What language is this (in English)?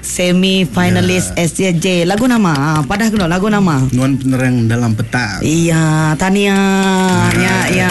Iban